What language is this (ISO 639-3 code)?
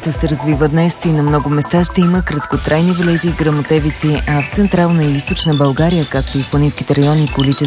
bul